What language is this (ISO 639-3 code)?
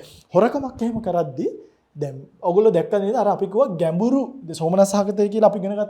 sin